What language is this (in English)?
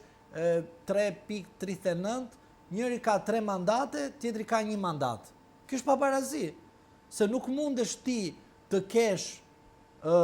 Albanian